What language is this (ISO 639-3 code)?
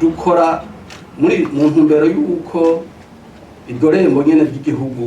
run